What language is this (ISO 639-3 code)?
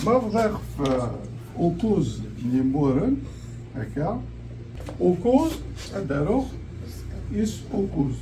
kab